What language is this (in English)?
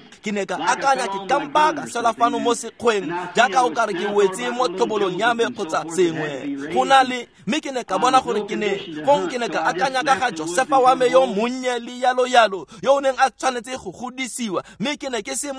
Tswana